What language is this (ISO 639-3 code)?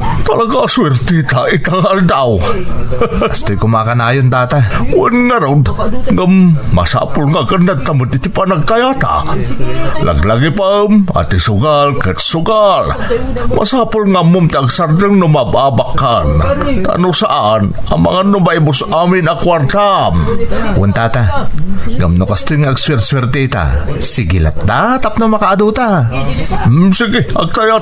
ilo